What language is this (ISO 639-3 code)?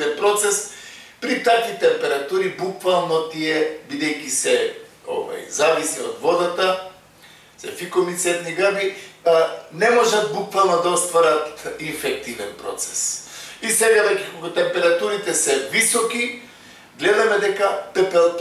mkd